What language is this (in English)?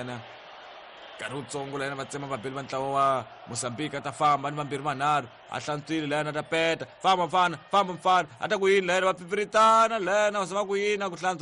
Tsonga